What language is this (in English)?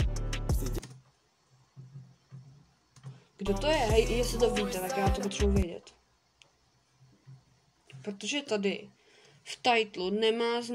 Czech